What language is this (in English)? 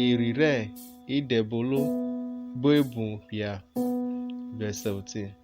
Urhobo